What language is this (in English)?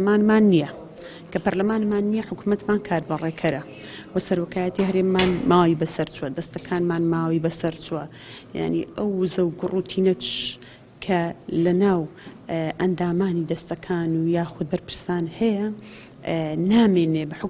Central Kurdish